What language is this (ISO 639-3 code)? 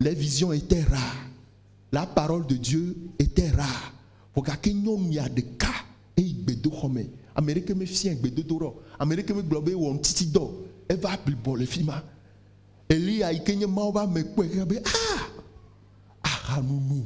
ewe